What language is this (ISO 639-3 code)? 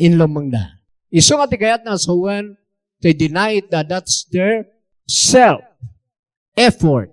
ilo